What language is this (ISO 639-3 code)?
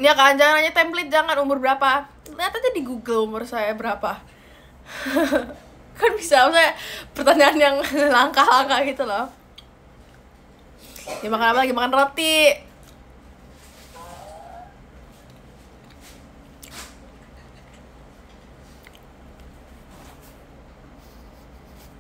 ind